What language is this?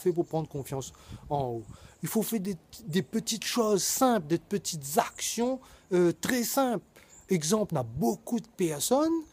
Réunion Creole French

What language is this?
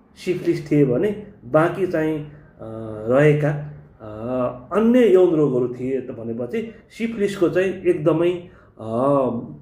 Nepali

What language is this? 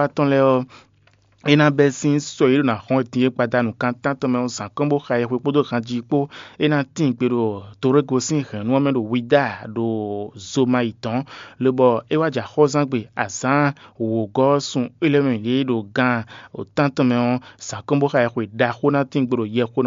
Fon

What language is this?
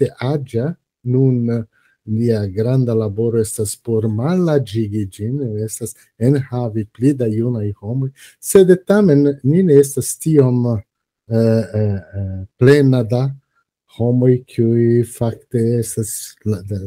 Esperanto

